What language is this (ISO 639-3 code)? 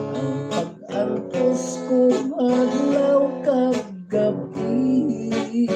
hil